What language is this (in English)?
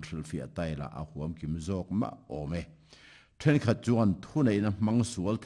Mizo